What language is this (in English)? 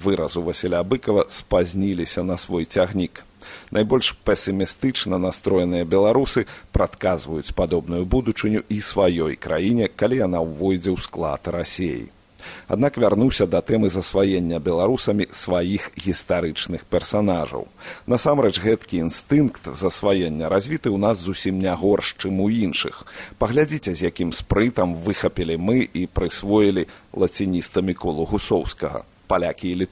Belarusian